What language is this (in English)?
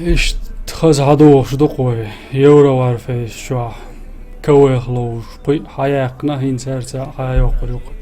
Chechen